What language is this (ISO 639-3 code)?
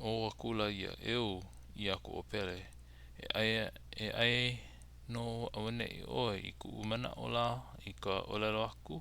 haw